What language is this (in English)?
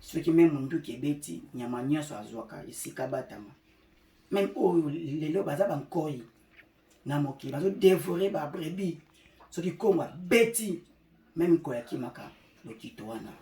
Lingala